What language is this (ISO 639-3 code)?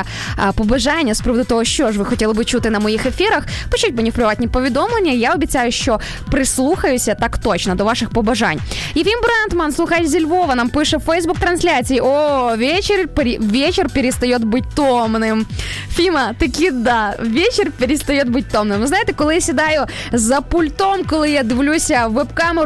ukr